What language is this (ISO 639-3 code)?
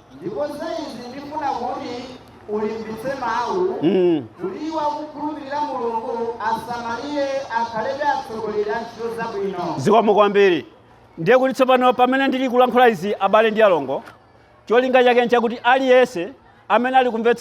nya